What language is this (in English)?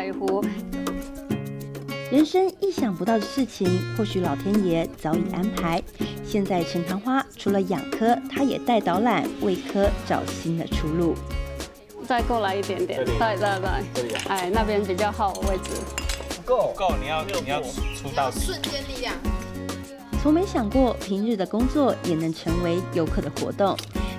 Chinese